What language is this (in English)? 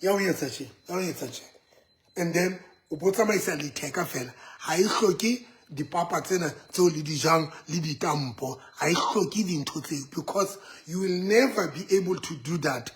Southern Sotho